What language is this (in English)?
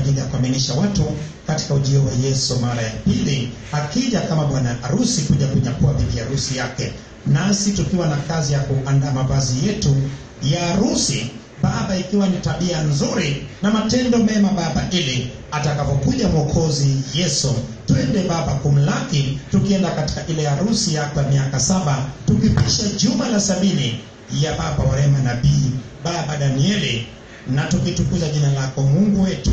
Swahili